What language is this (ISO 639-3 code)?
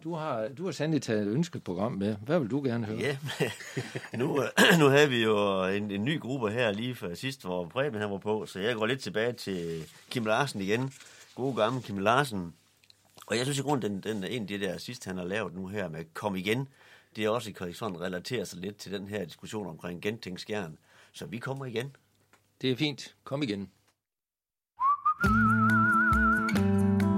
dan